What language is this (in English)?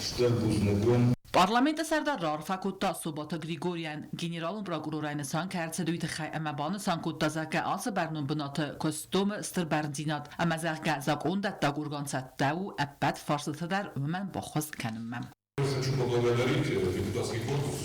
Ossetic